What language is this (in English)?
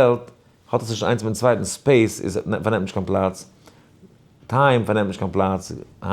Yiddish